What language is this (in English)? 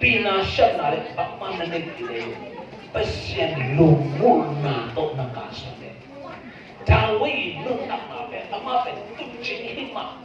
Tedim Chin